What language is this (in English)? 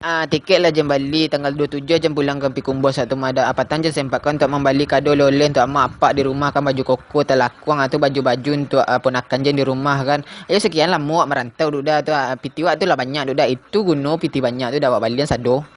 Minangkabau